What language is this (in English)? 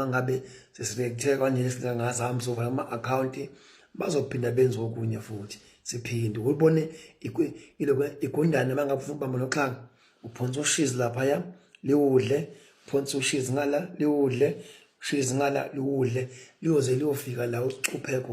Zulu